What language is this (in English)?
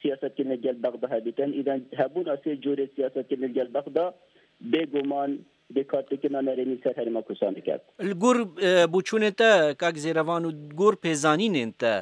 Kurdish